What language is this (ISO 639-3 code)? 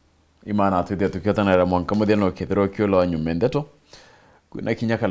mer